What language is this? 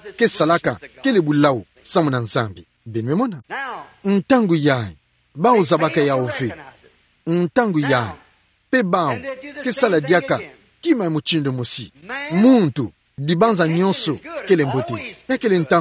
Kituba (Democratic Republic of Congo)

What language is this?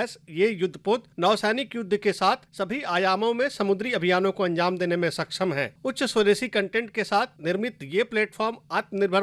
Hindi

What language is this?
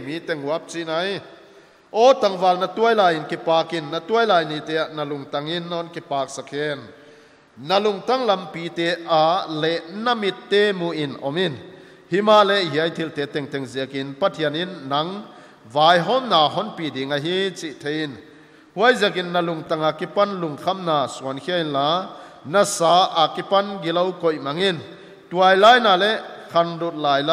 Paite Chin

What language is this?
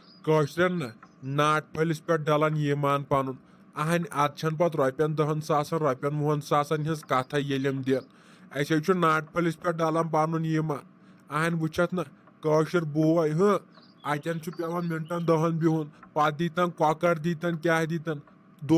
Kashmiri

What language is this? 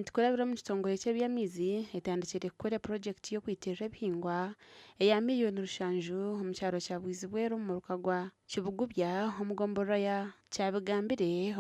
Nyankole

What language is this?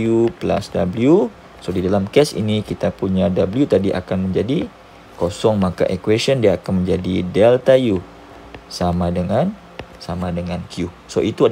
Malay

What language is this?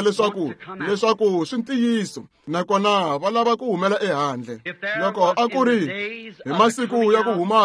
Tsonga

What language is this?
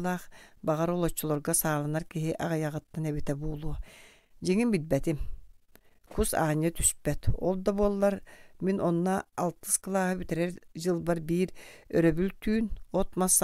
Yakut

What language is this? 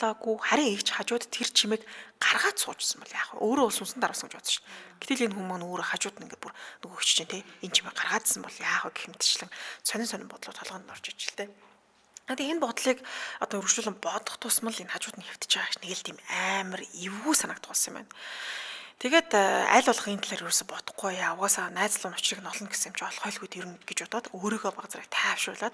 Mongolian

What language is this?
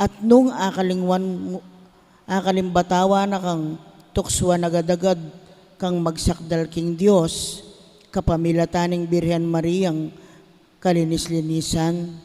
Pampanga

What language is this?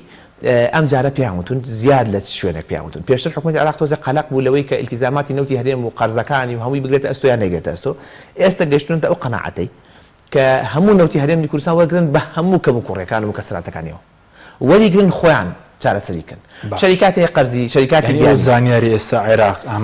Central Kurdish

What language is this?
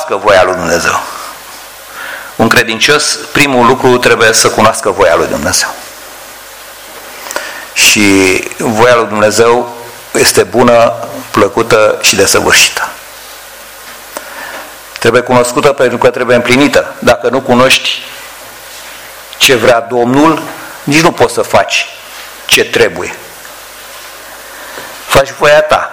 Romanian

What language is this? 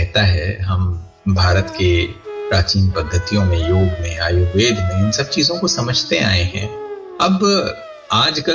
Hindi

